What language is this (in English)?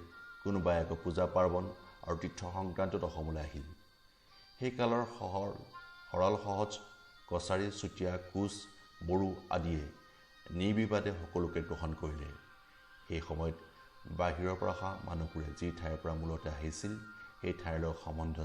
Assamese